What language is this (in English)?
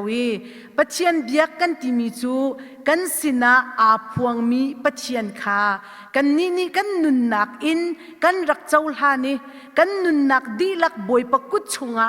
Hakha Chin